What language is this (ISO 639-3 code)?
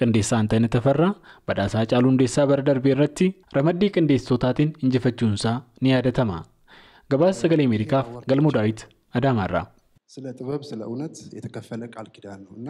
orm